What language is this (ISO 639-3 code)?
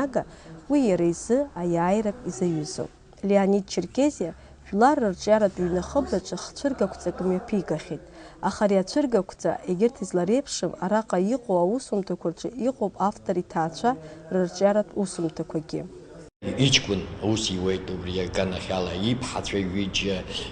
abk